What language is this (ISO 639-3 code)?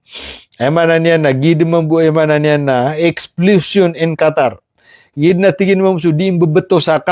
mrw